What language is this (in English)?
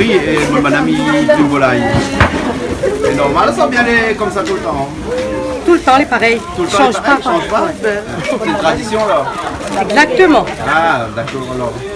Réunion Creole French